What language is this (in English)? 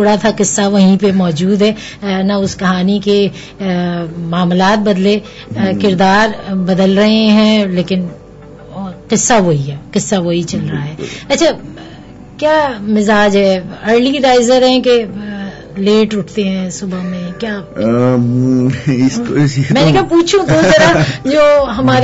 Urdu